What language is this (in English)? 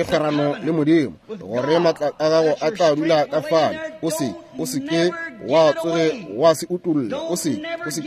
Northern Sotho